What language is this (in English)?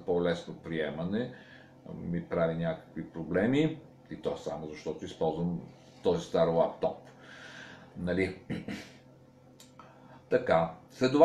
Bulgarian